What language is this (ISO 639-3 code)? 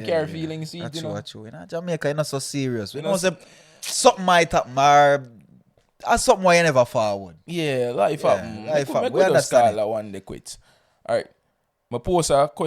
jam